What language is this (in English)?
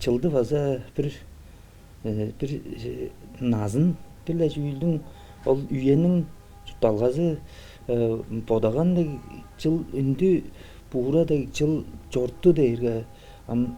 Tuvinian